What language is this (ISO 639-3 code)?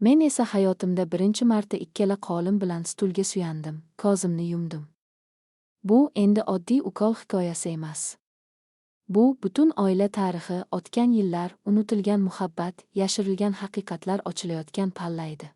uzb